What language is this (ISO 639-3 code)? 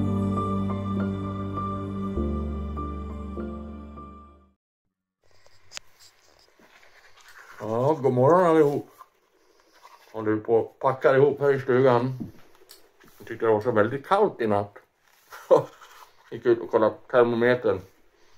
swe